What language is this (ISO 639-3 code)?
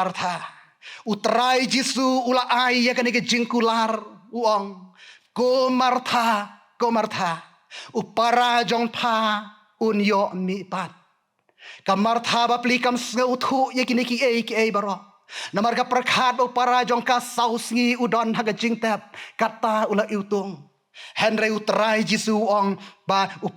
kha